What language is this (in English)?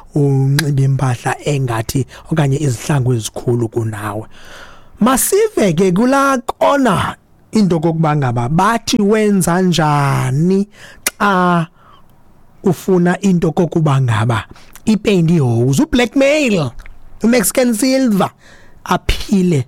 Xhosa